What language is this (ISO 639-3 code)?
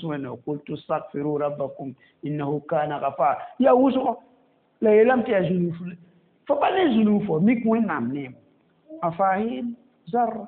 mos